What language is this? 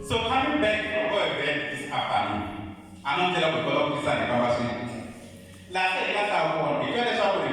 Tsonga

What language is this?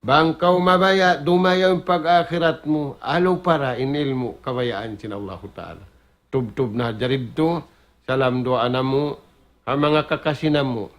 Tausug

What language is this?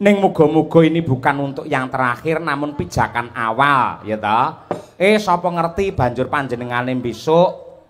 Javanese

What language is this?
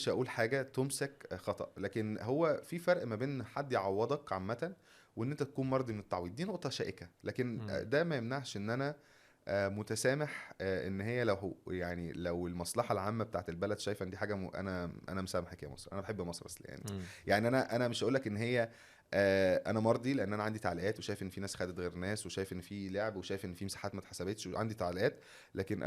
Egyptian Arabic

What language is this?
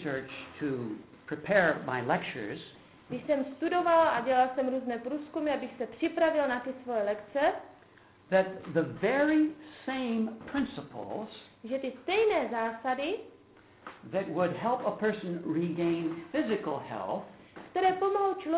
Czech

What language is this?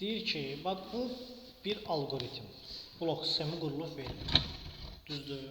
Azerbaijani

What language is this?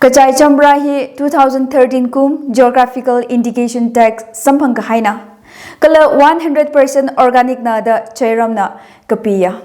Tangkhul Naga (India)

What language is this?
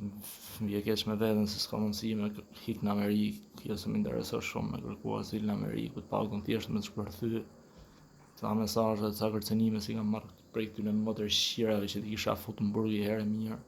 Albanian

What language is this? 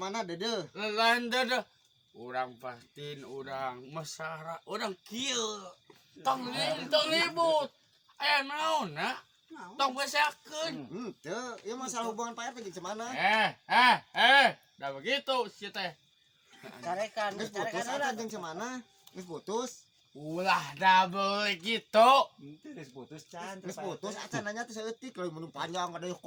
Sundanese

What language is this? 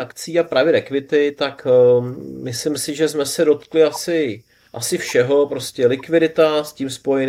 Czech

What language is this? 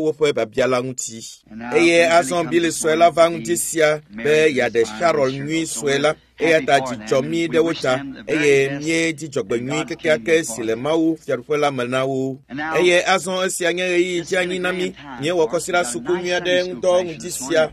Ewe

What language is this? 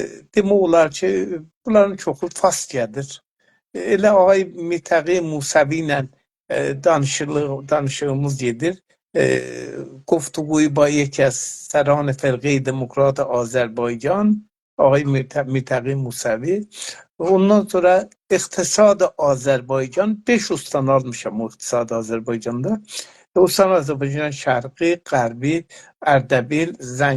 South Azerbaijani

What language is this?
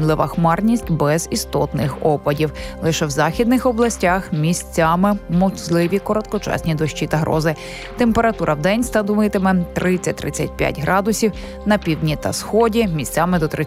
Ukrainian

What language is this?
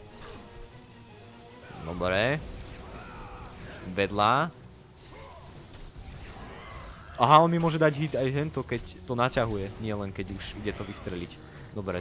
Slovak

